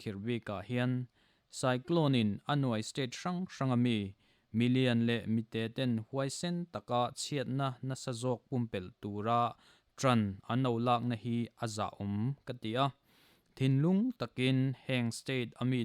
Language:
Mizo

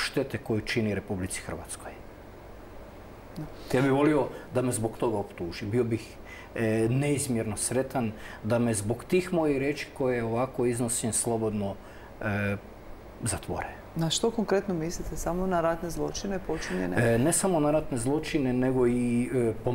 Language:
Croatian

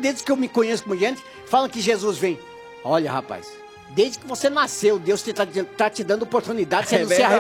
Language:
Portuguese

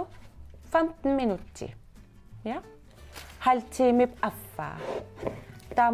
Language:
Kalaallisut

